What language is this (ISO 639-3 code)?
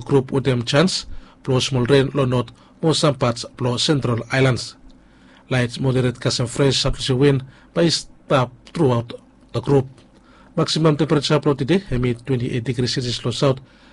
bis